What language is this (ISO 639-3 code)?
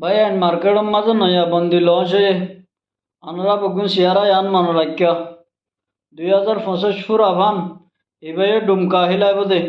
rhg